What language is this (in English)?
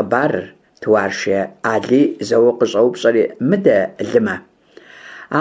Kabardian